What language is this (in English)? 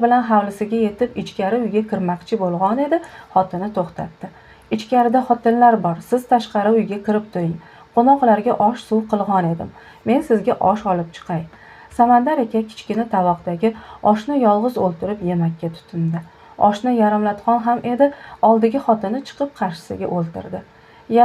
Uzbek